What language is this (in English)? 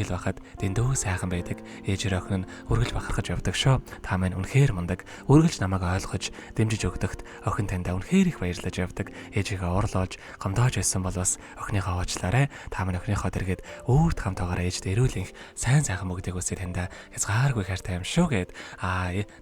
Mongolian